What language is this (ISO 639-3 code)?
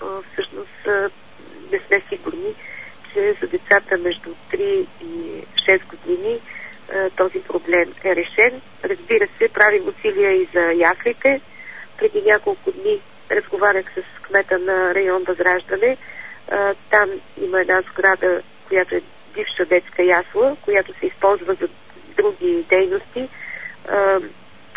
bul